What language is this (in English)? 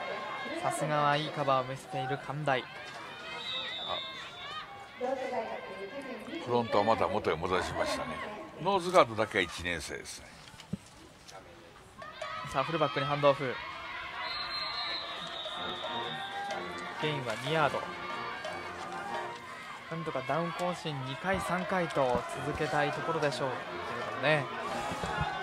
Japanese